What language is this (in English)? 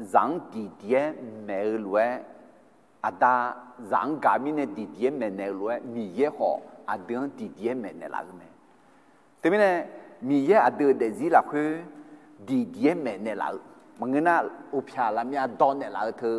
Akha